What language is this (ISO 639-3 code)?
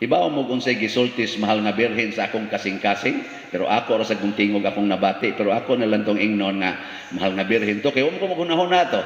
ceb